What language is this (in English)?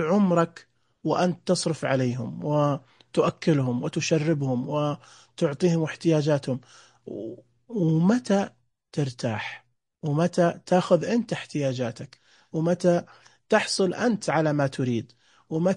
Najdi Arabic